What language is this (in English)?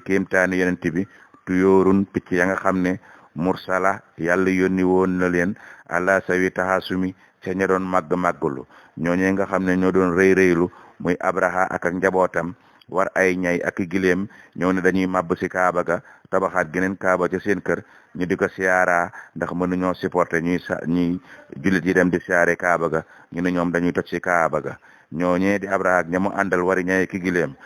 Wolof